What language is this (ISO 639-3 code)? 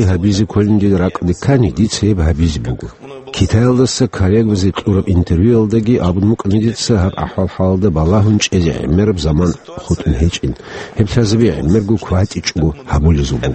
ava